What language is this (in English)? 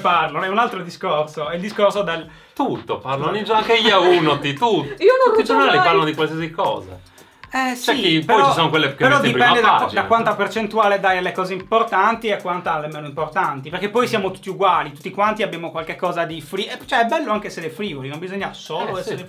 Italian